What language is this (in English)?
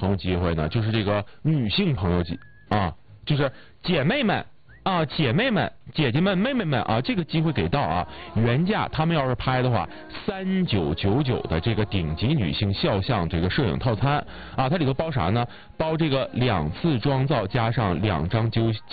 Chinese